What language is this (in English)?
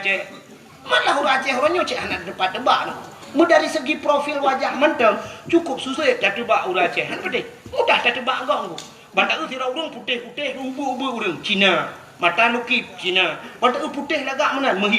Achinese